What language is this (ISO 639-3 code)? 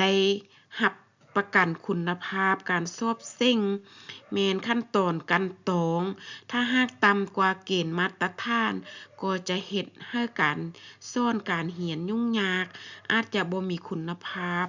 lao